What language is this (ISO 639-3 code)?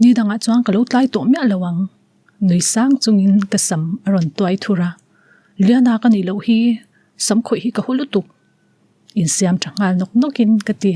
lus